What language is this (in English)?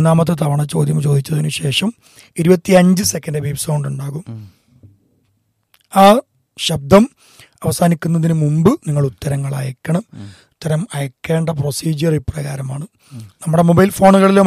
Malayalam